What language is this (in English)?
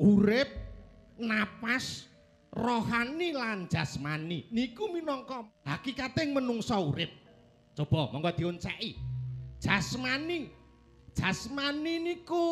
Javanese